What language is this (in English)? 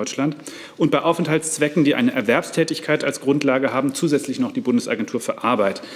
German